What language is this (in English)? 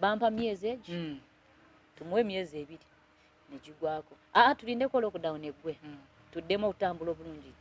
Ganda